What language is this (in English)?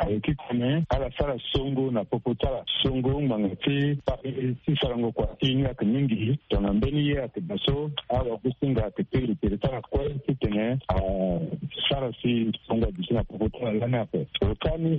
Sango